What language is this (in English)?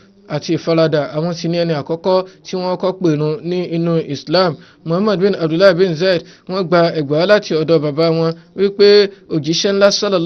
Yoruba